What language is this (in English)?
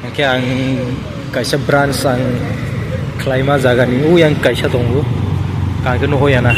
Kok Borok